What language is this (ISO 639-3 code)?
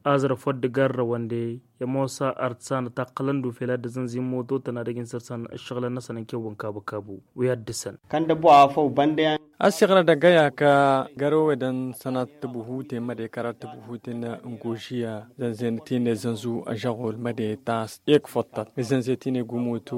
taq